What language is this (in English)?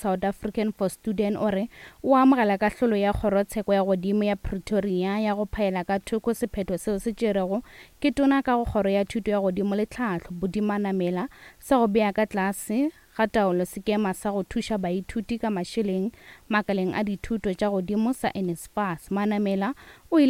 Northern Sotho